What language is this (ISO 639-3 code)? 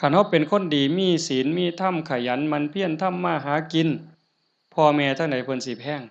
tts